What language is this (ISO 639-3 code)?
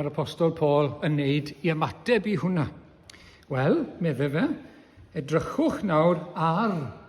cym